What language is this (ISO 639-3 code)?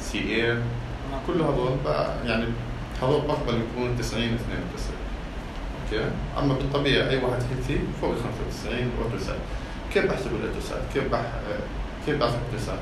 apc